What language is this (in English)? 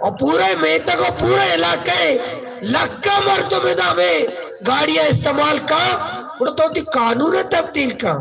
Baluchi